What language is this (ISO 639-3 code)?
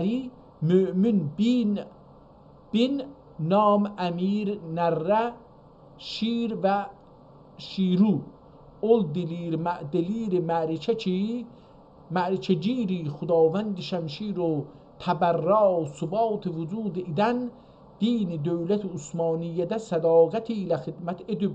azb